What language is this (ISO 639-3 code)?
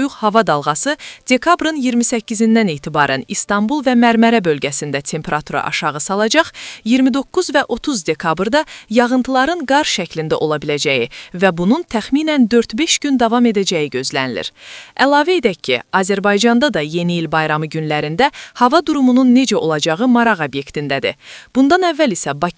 aze